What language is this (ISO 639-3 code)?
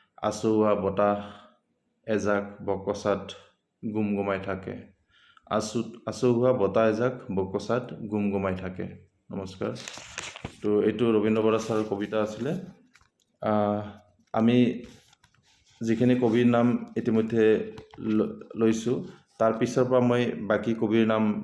asm